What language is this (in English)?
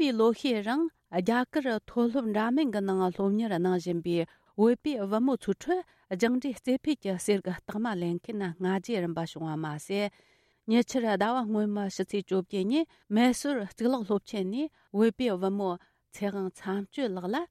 Tibetan